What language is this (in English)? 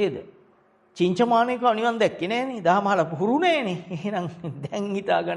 Sinhala